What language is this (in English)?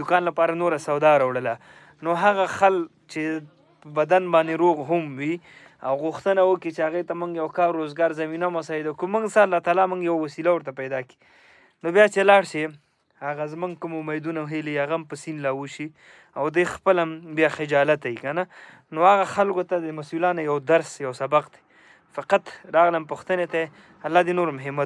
Pashto